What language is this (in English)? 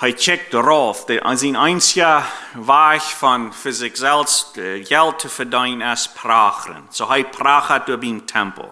Plautdietsch